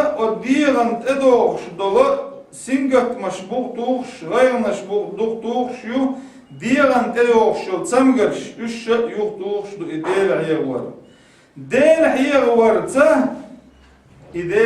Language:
Chechen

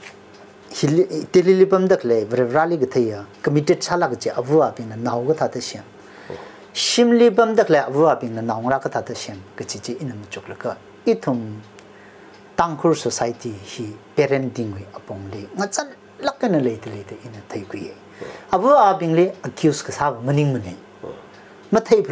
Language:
Tangkhul Naga (India)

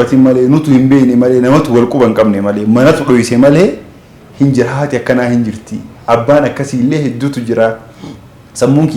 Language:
Oromo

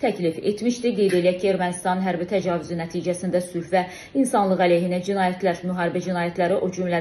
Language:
Azerbaijani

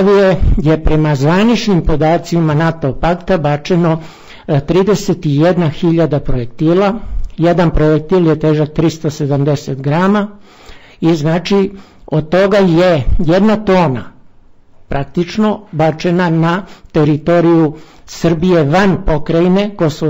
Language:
Serbian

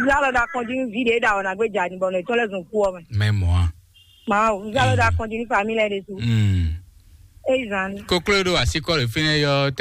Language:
Fon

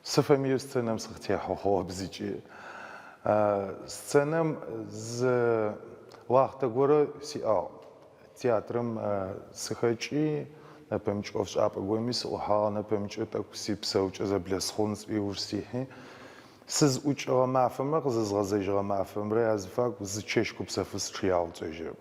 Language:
Adyghe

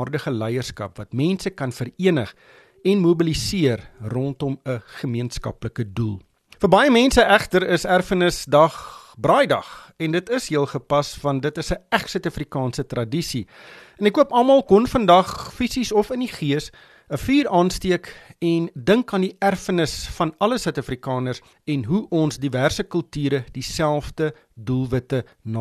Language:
Afrikaans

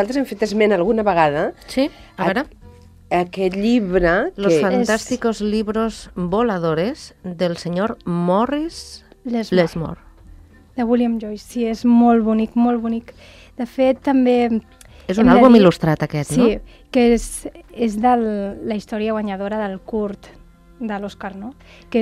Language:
Catalan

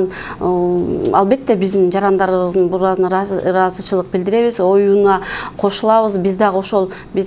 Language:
Kyrgyz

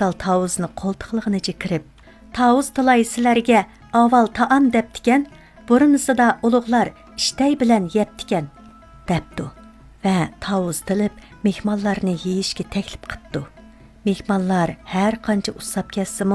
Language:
Uyghur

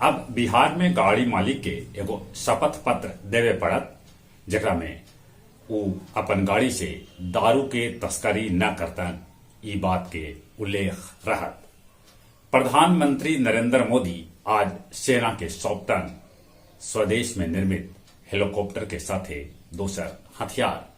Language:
Magahi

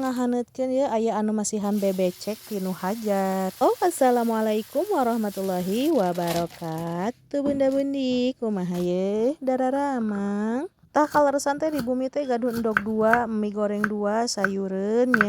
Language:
Sundanese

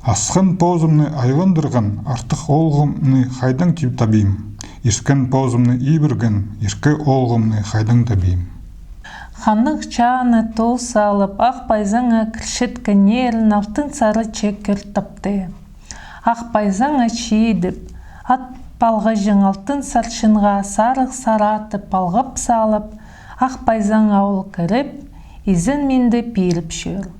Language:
Khakas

